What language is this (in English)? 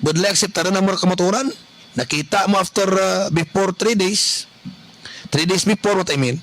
Kinaray-a